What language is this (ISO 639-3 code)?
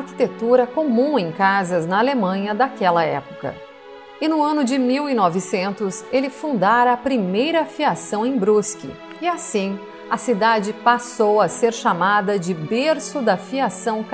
por